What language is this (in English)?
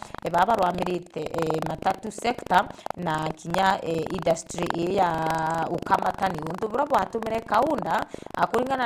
Meru